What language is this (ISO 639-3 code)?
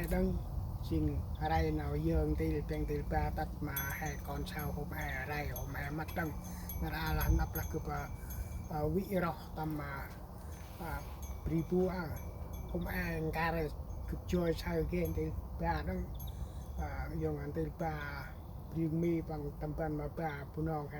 cmo